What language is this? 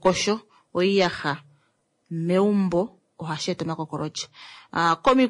Kuanyama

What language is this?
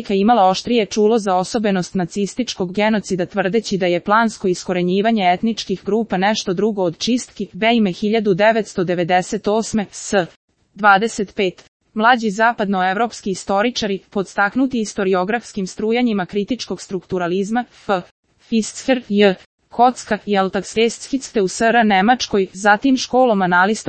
Serbian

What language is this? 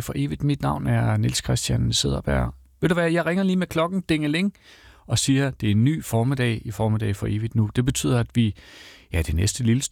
Danish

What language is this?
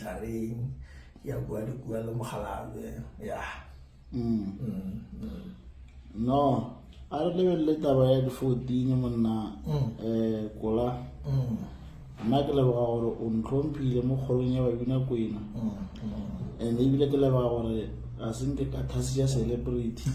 Northern Sotho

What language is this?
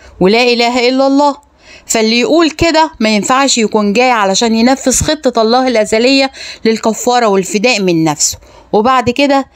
Egyptian Arabic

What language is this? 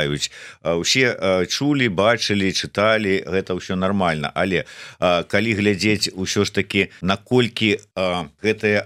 Belarusian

